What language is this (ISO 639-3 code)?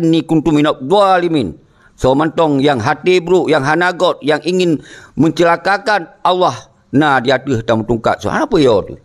ace